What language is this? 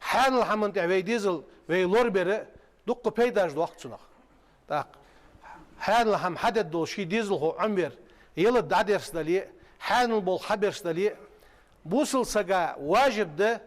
Ingush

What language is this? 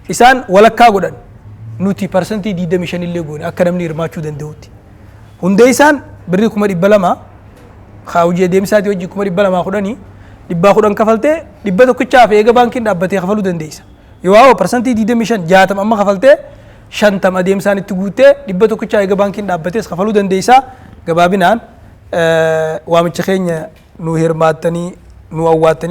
Oromo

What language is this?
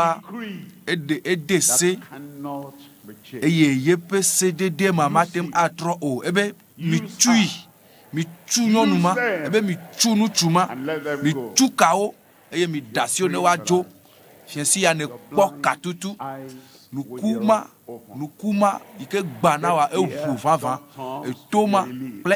Ewe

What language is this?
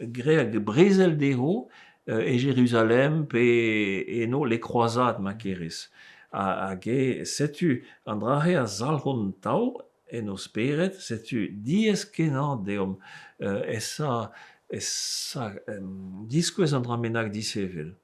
Breton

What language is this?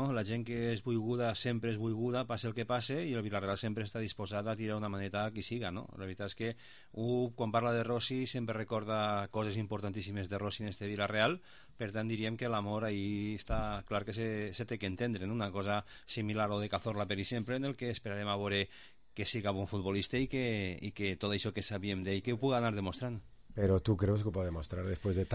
Catalan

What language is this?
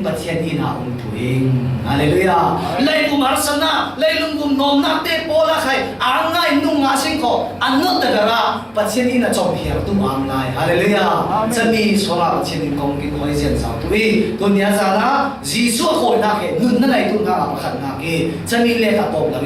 Falam Chin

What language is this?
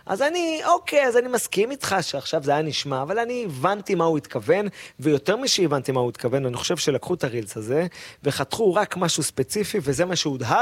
Hebrew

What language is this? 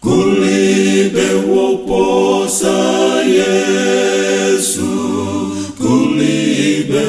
Nyanja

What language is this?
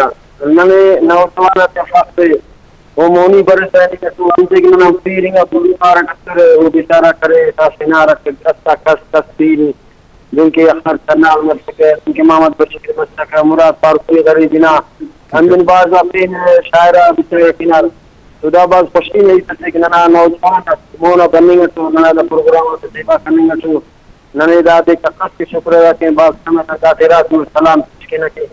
Brahui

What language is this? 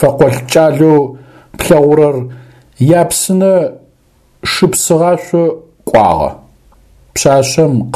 Adyghe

